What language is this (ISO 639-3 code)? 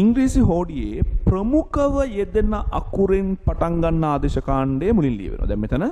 sin